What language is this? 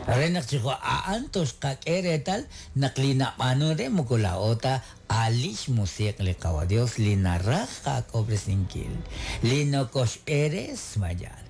Kekchí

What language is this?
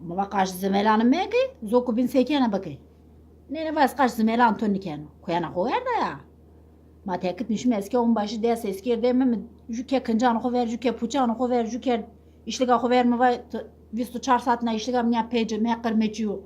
Zaza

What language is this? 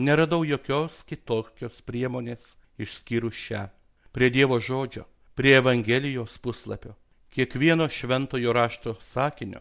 Lithuanian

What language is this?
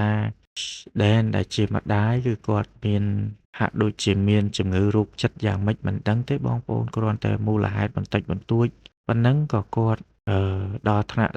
Khmer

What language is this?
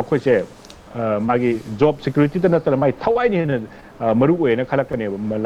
Manipuri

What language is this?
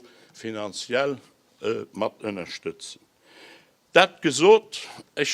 Luxembourgish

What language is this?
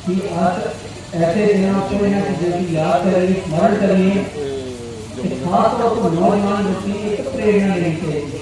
Dogri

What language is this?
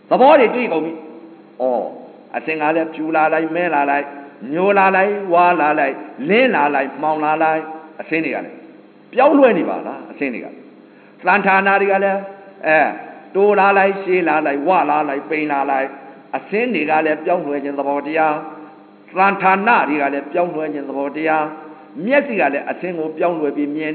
Burmese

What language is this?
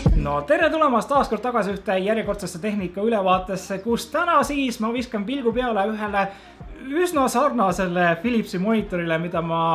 Estonian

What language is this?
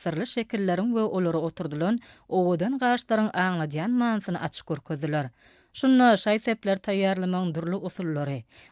Turkmen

